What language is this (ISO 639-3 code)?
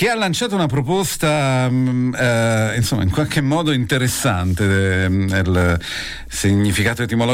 ita